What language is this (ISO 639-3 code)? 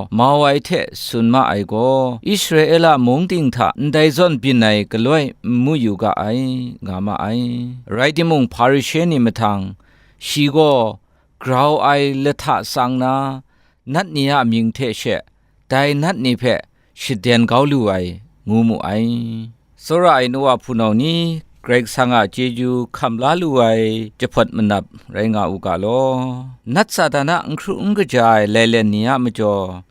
kac